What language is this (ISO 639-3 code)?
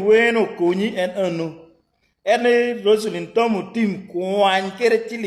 ach